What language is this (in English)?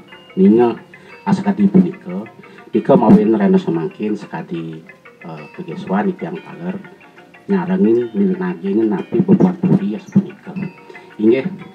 Balinese